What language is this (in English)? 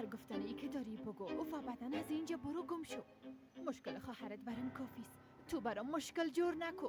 Persian